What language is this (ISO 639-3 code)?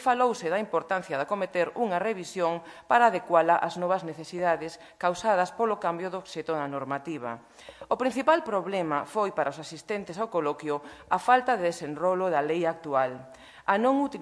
glg